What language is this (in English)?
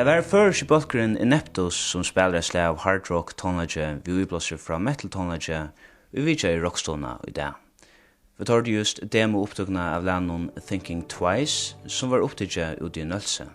Faroese